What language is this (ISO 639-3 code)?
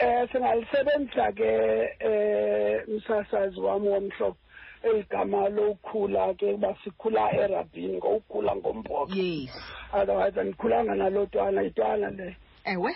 xho